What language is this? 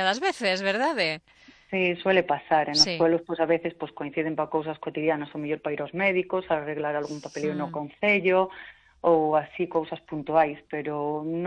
Galician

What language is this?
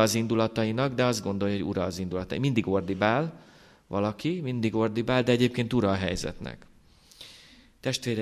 Hungarian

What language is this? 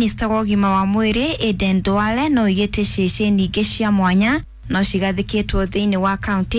Kikuyu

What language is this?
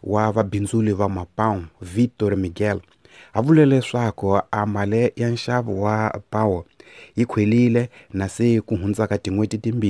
Tsonga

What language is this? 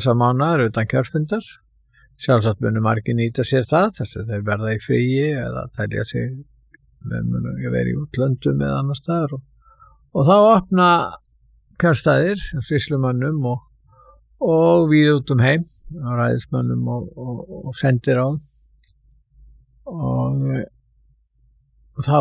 Icelandic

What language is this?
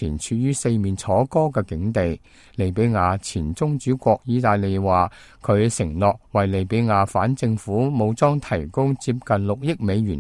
Cantonese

